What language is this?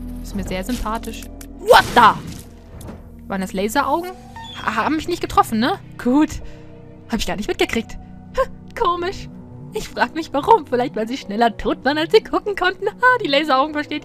German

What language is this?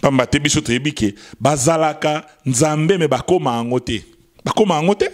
Lingala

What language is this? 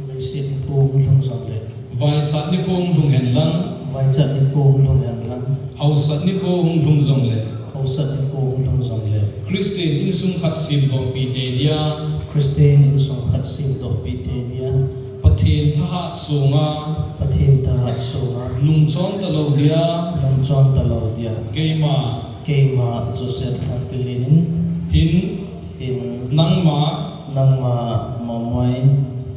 Thado Chin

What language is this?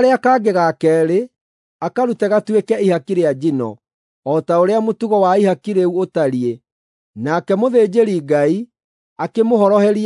Kikuyu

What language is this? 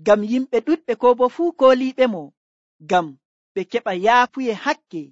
Nigerian Fulfulde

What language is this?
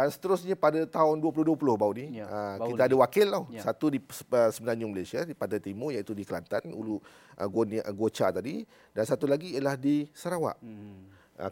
Malay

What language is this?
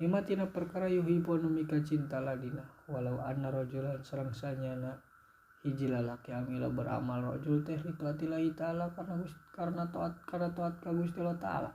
Sundanese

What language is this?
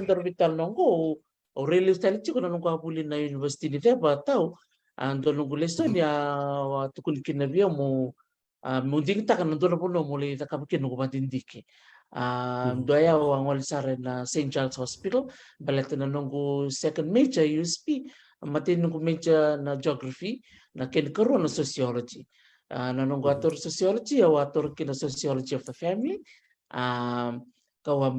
Fijian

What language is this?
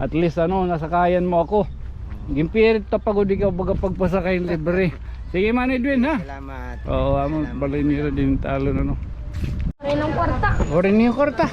Waray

